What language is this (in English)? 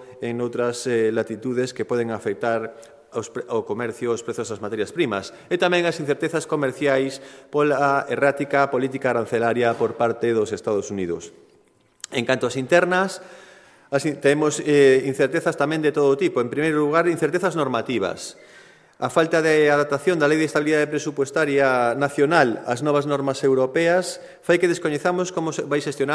Galician